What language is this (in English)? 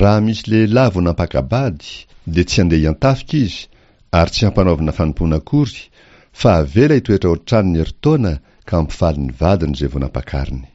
Malagasy